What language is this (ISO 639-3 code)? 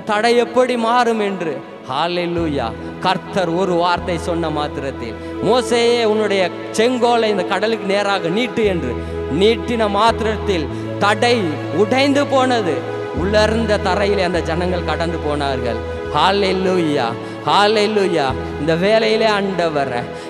tam